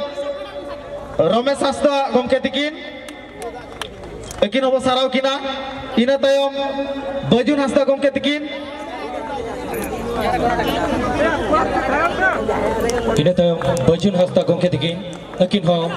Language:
Santali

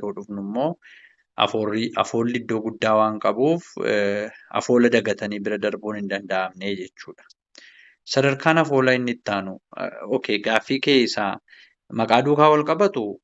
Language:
Oromo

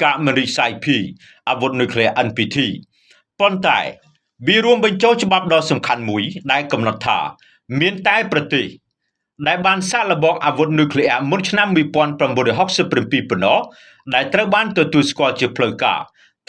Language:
Khmer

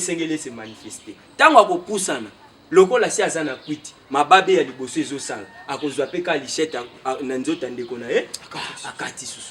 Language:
Lingala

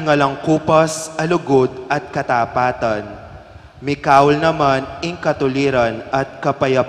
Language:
Pampanga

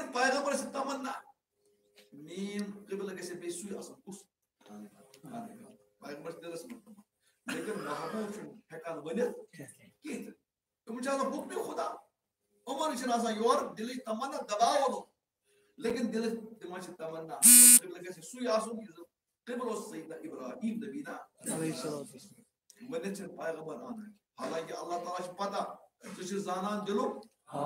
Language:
Kashmiri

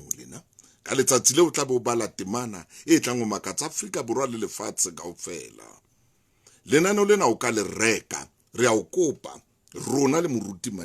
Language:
Southern Sotho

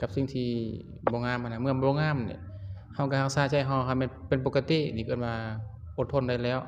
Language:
Lao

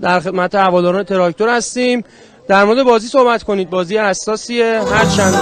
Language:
South Azerbaijani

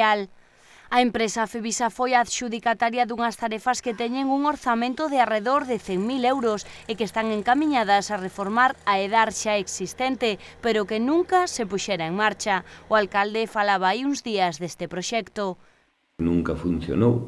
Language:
Galician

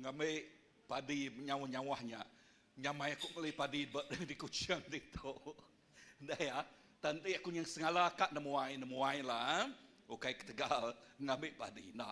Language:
Iban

